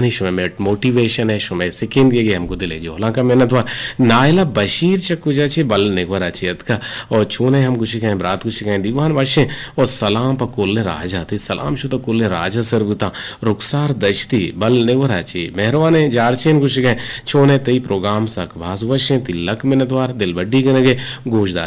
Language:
Eastern Balochi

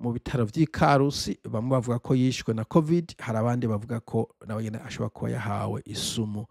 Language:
Rundi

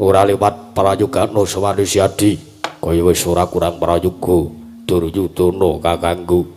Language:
Javanese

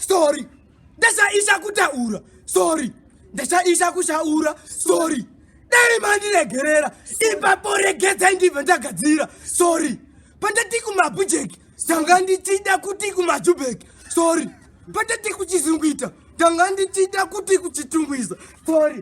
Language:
Shona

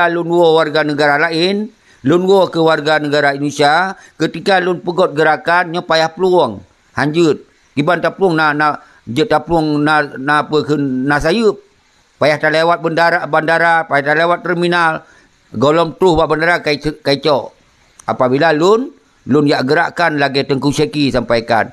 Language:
Achinese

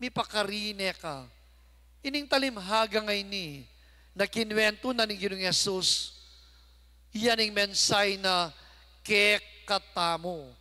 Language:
Pampanga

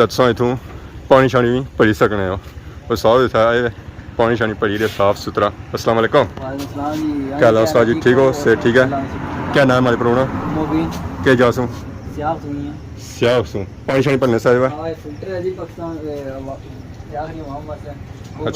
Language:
Pahari-Potwari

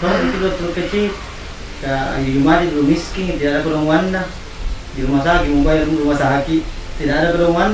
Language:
Makassar Malay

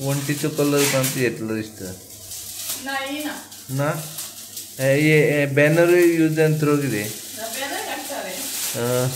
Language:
Konkani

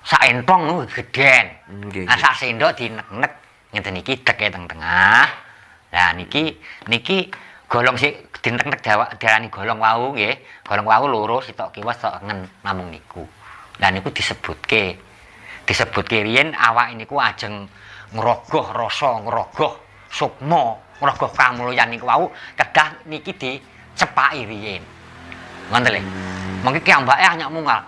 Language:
Javanese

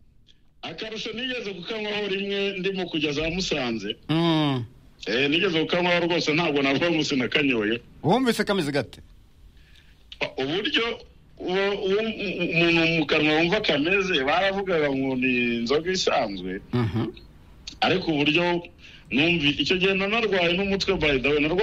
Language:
Kinyarwanda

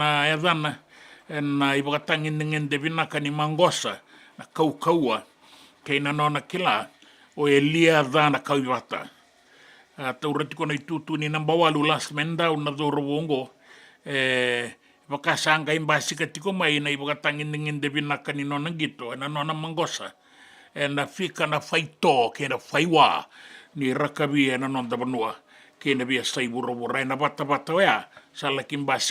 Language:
Fijian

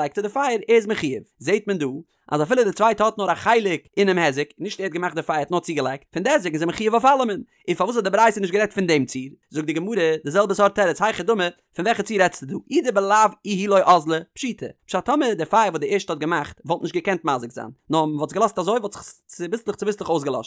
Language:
Yiddish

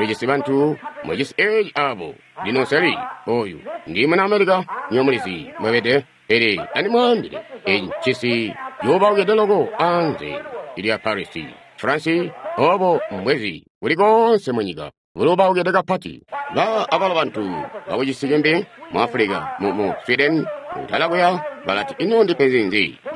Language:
Tonga (Zambia)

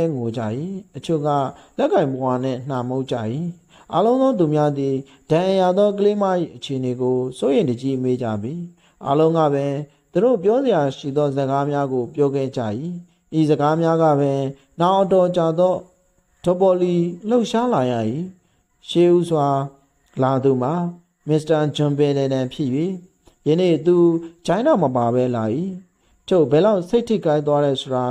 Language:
Burmese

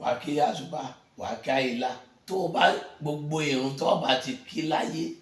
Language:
Yoruba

